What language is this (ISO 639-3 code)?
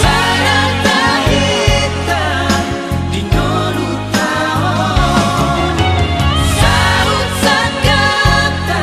bbc